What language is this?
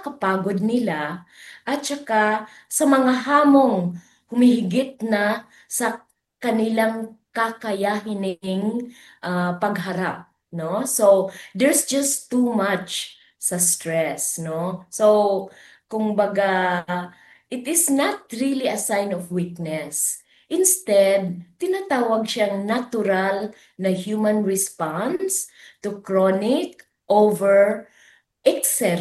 Filipino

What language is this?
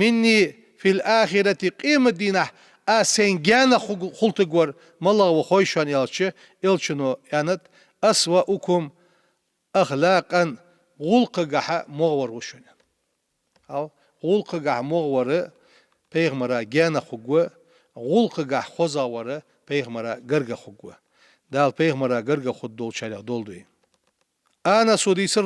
Ingush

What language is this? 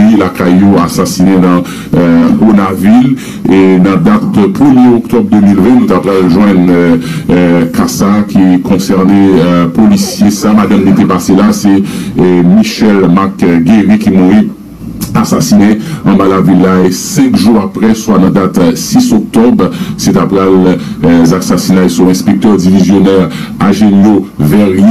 Haitian Creole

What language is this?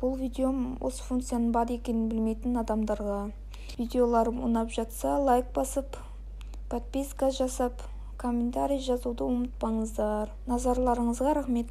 Kazakh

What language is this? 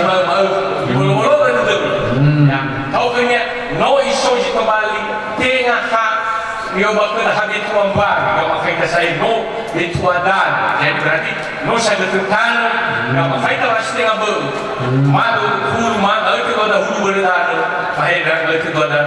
Nias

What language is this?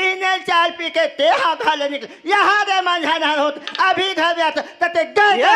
Chhattisgarhi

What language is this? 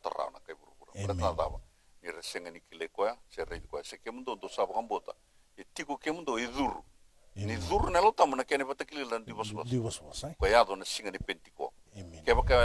Fijian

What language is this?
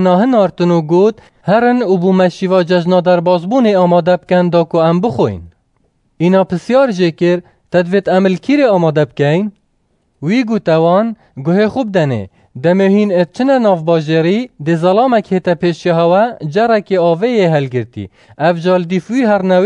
Kurdish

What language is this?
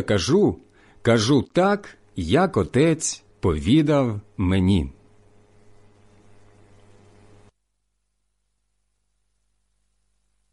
Ukrainian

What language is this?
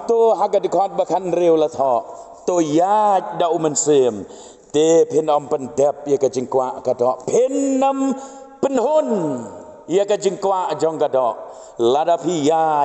Khasi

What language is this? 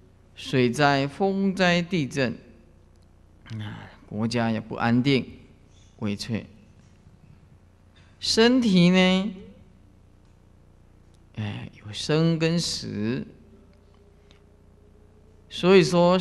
Chinese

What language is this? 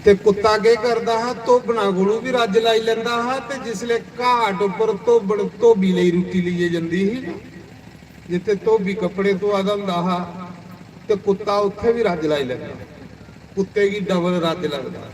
Dogri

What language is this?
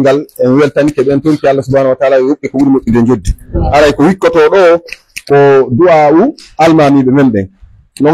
Pular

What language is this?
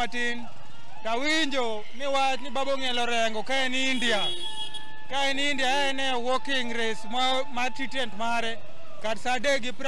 Luo (Kenya and Tanzania)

